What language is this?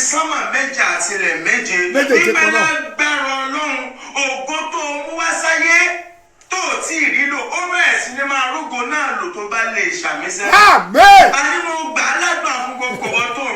Yoruba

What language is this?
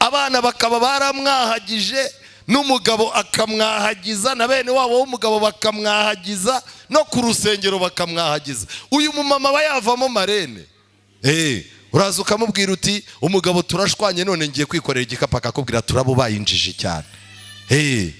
Kinyarwanda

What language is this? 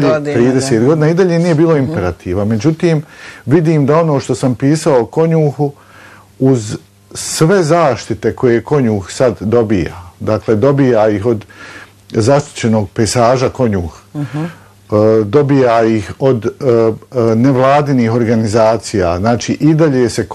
Bosnian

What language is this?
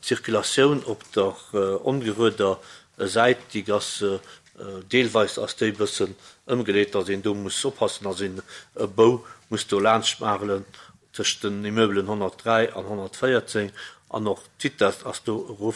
Luxembourgish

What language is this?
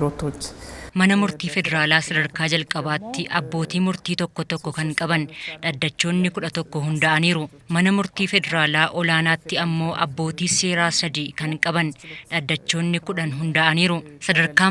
Oromo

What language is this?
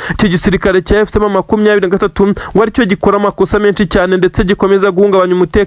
Kinyarwanda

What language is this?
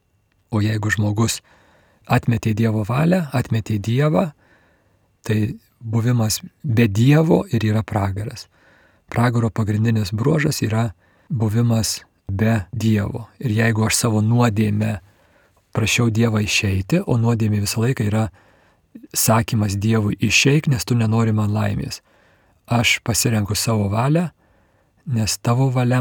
Lithuanian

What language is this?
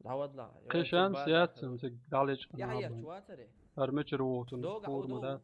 Chechen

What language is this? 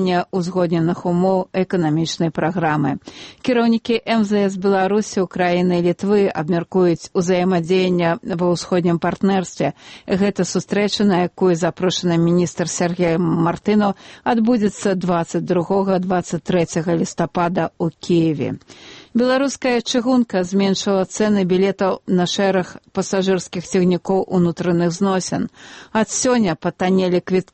Belarusian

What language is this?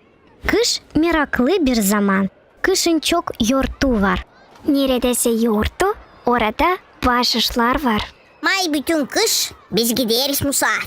Gagauz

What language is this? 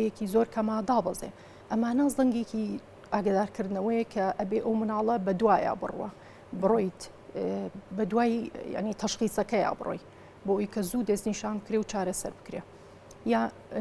Central Kurdish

